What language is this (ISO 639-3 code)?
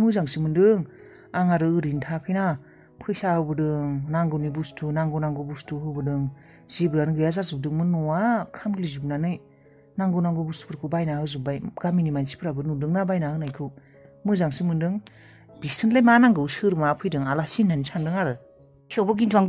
brx